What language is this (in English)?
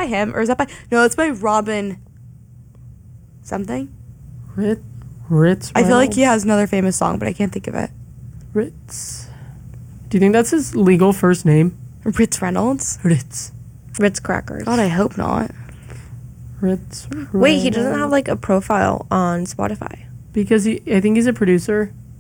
English